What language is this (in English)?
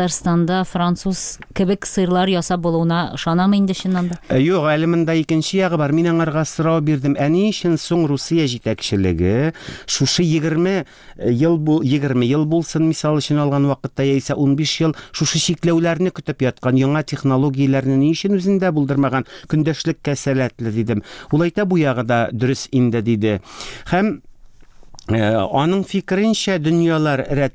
Tatar